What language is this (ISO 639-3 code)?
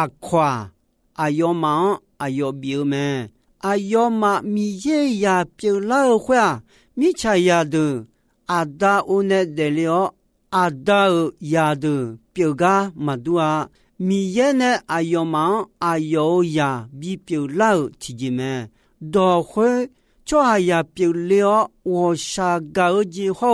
ahk